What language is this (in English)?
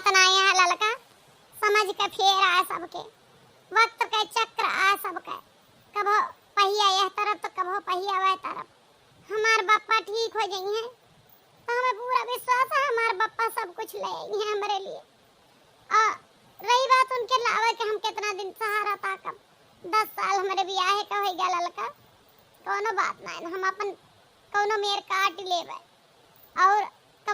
Awadhi